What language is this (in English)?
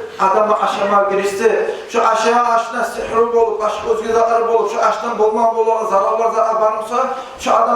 Kumyk